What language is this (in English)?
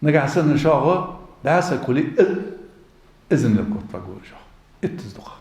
Ingush